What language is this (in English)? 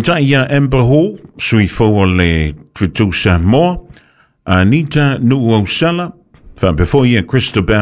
Samoan